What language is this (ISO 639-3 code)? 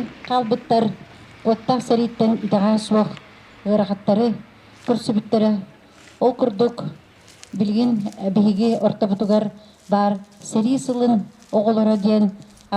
sah